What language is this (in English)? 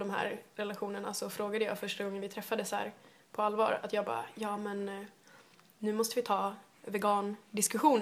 Swedish